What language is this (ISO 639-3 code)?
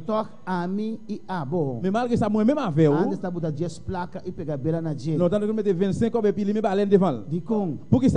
pap